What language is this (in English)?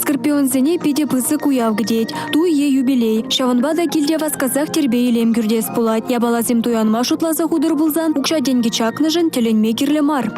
Chuvash